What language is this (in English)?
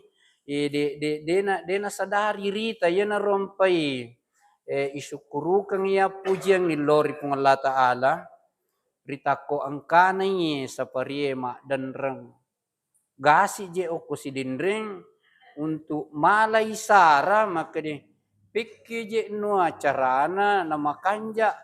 Buginese